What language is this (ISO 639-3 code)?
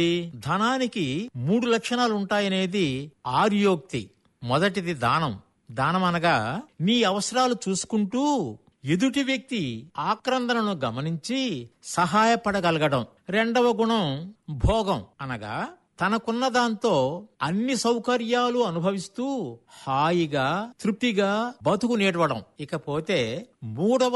tel